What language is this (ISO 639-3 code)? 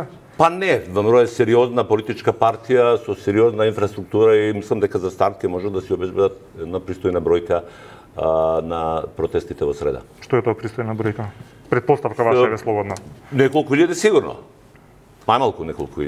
mkd